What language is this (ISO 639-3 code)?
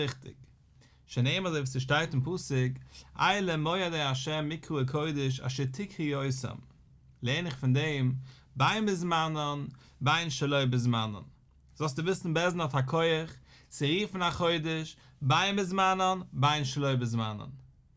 yid